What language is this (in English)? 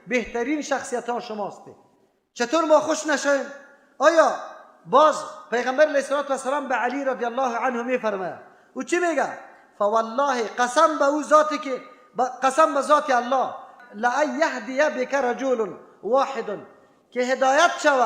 Persian